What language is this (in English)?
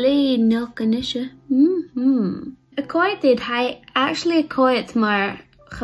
Scottish Gaelic